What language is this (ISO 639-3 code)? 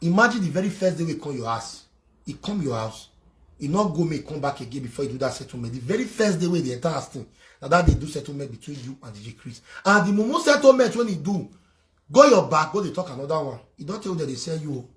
pcm